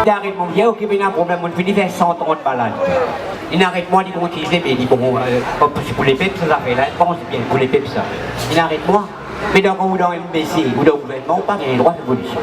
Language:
Morisyen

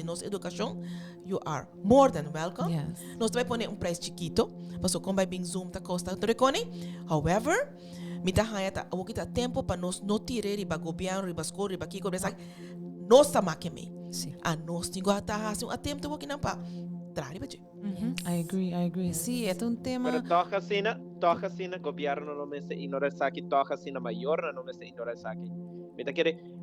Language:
Papiamento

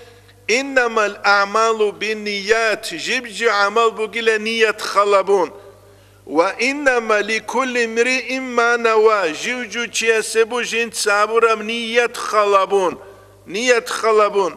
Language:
Avaric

